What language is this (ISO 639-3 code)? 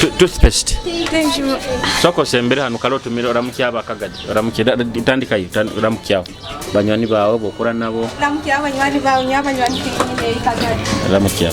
nyo